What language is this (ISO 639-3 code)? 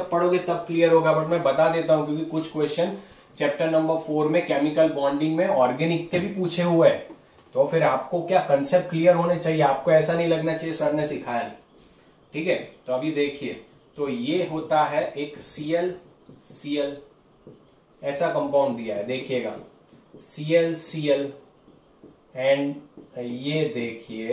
hin